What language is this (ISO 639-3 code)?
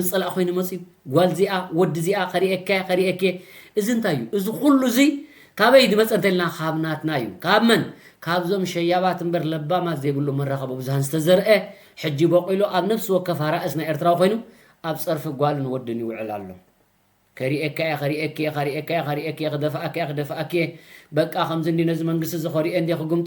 tir